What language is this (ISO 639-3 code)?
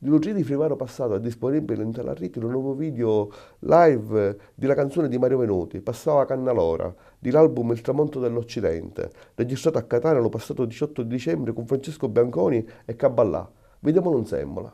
scn